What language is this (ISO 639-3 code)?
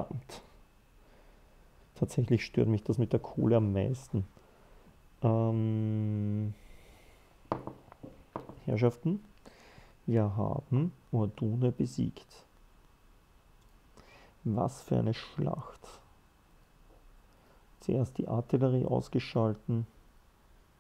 deu